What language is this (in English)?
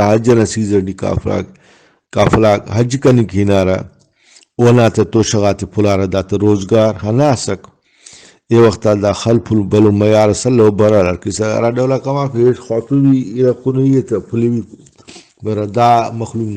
Brahui